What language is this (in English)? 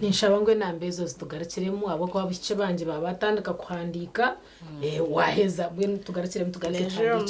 Nyankole